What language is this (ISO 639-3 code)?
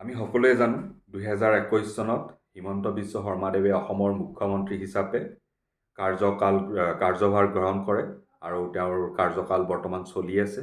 asm